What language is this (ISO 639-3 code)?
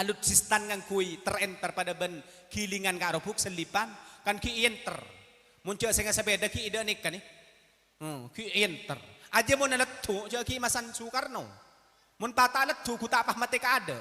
mad